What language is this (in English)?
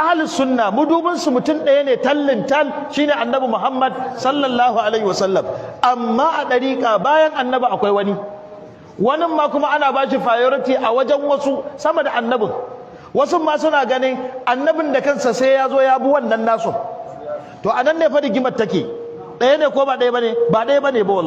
Hausa